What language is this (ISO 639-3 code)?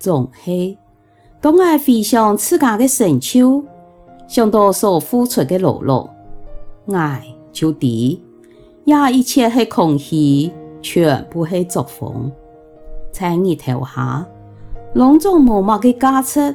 hak